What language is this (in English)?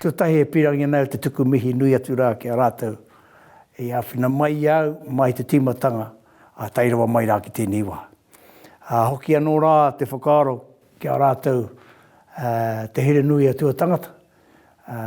Māori